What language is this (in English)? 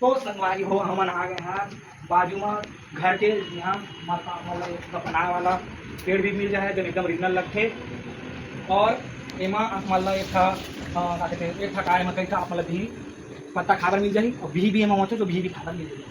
Chhattisgarhi